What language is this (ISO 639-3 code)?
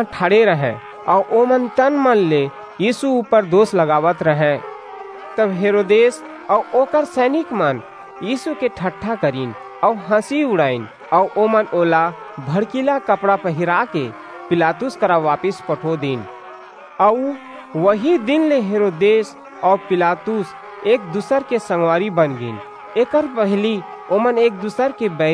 hne